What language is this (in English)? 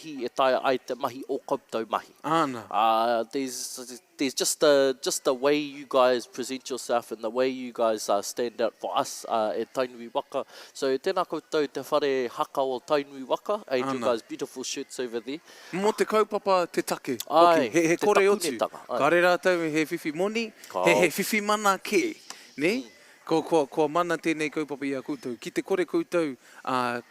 Māori